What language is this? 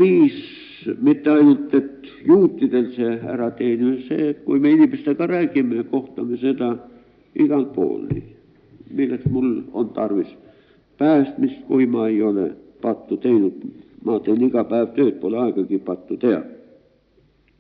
Estonian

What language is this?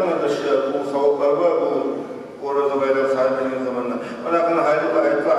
Kumyk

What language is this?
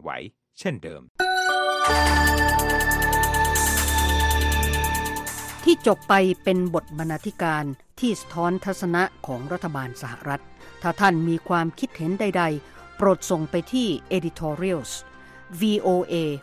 Thai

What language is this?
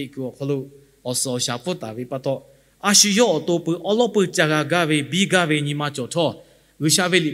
Lahu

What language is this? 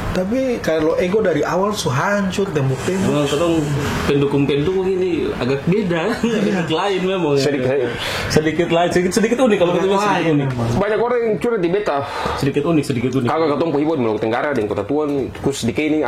Ambonese Malay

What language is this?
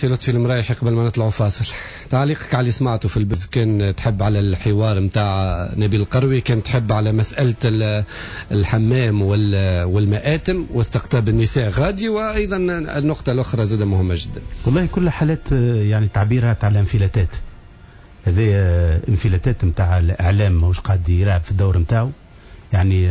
Tunisian Arabic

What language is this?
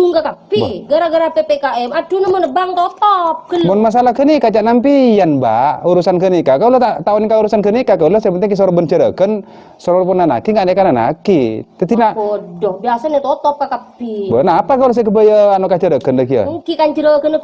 Madurese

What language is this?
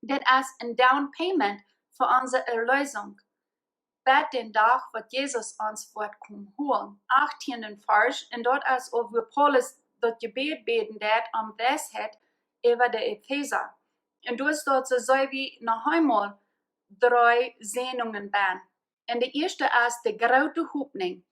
Plautdietsch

